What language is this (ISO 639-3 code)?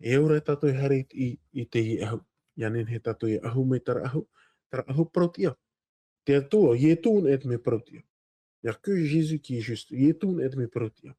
tah